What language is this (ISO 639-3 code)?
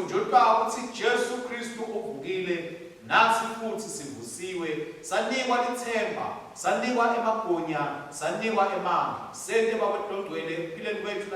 ssw